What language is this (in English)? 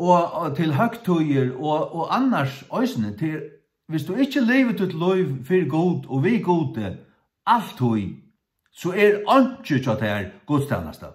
Faroese